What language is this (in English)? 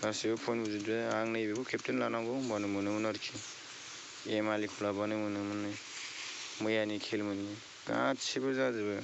Bodo